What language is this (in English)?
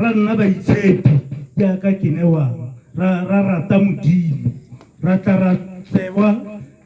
Tswana